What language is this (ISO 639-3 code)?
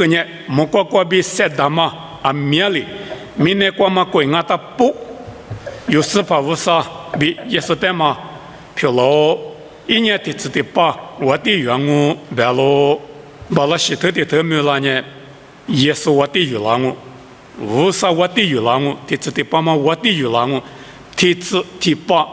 lis